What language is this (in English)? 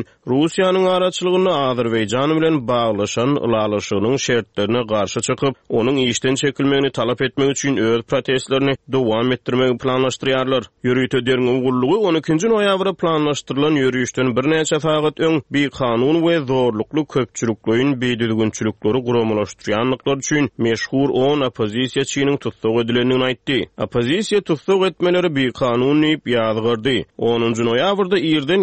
Turkmen